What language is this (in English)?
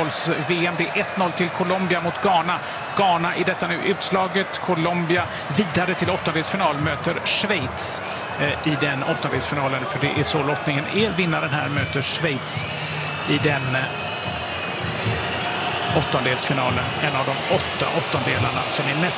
Swedish